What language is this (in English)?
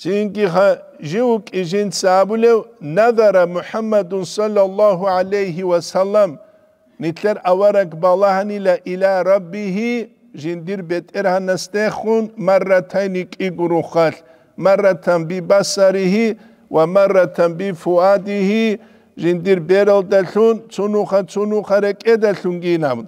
Avaric